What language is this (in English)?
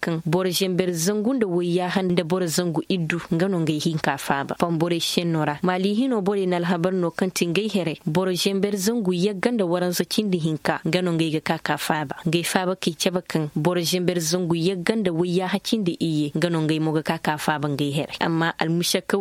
Koyraboro Senni